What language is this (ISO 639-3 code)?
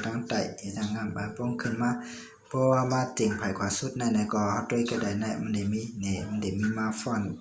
shn